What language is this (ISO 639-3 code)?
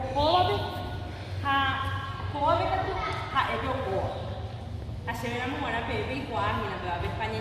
grn